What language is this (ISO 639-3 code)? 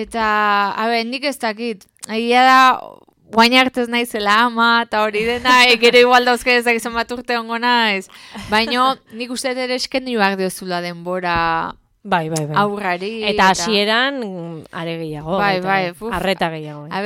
eus